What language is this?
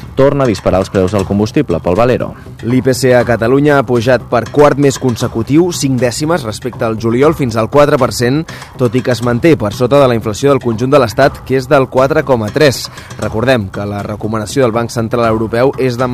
Catalan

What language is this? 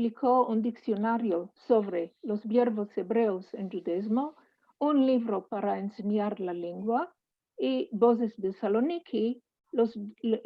Ladino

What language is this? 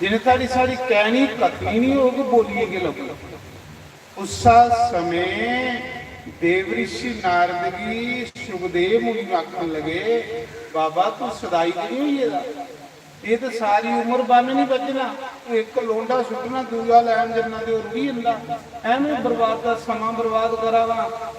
Dogri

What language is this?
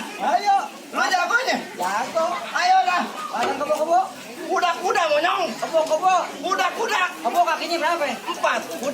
Betawi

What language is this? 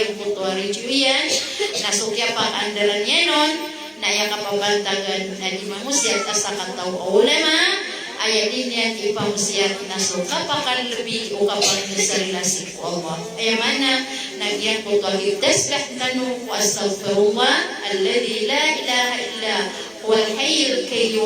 Maranao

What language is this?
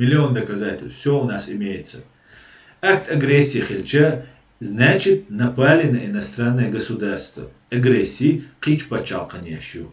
Chechen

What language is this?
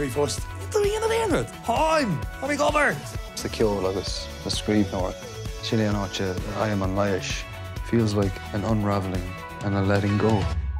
Irish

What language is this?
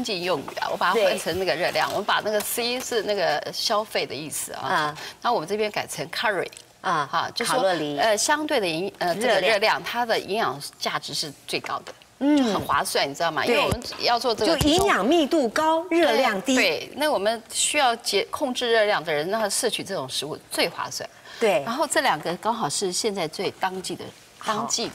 Chinese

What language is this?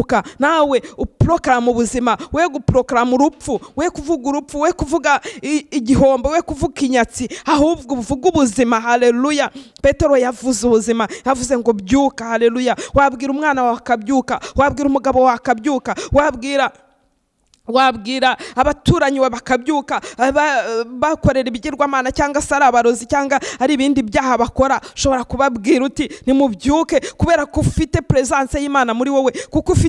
Kinyarwanda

